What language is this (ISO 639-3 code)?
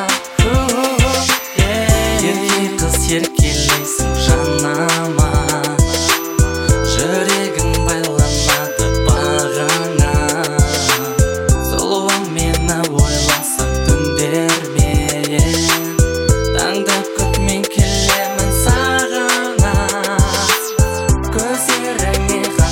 kaz